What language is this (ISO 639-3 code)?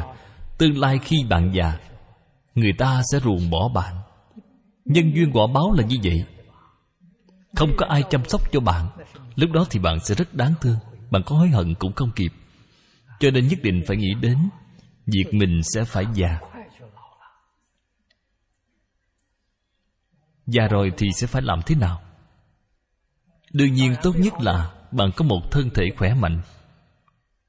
vie